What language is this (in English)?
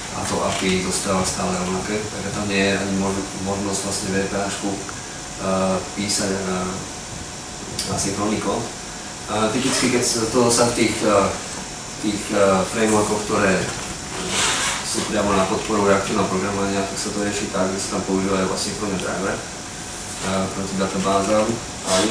Slovak